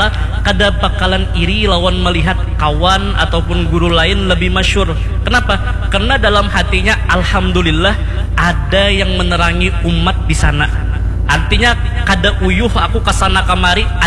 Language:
Banjar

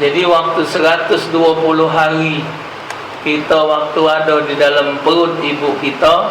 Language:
Musi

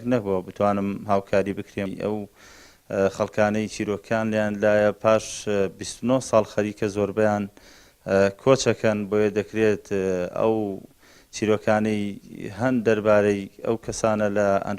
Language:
Central Kurdish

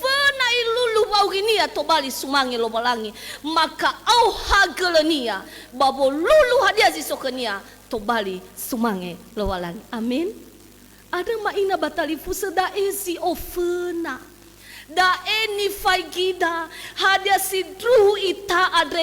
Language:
Nias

